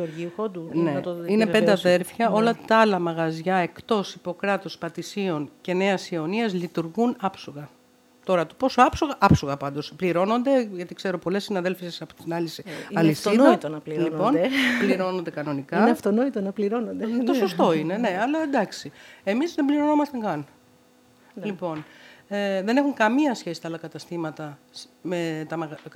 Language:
Greek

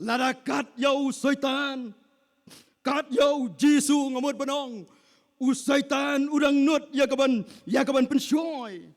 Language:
Khasi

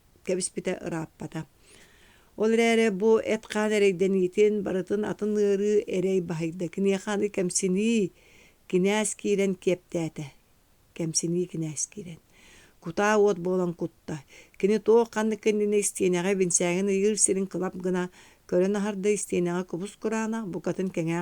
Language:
Yakut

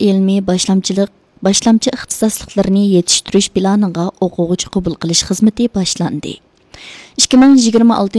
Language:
Uyghur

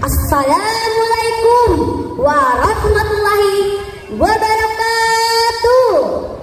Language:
Banjar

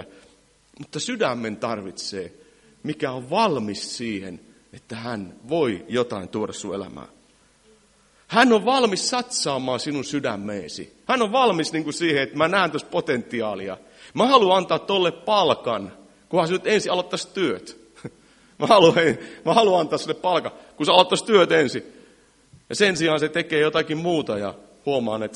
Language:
Finnish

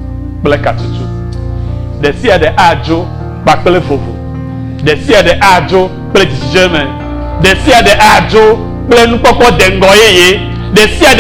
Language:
Ewe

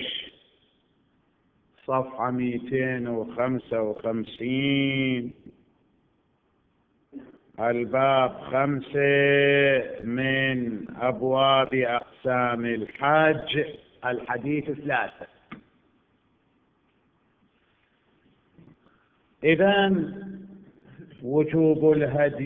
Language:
Arabic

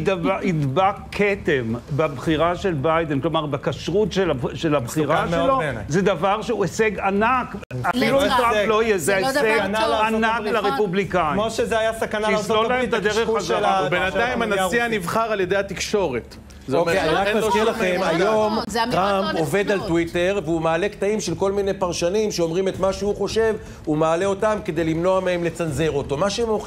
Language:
Hebrew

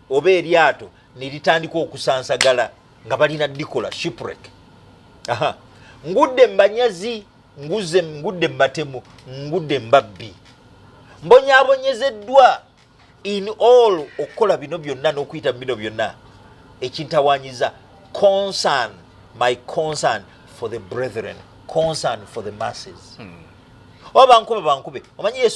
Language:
Ganda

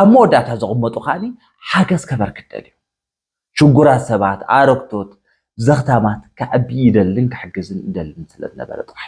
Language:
Tigrinya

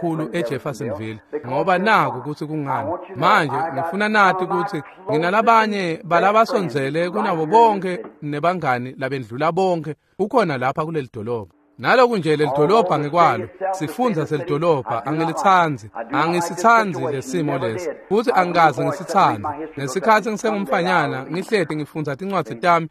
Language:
Swati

